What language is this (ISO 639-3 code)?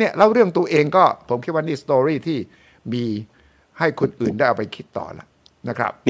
tha